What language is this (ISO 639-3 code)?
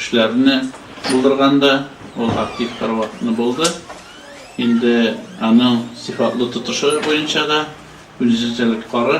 tat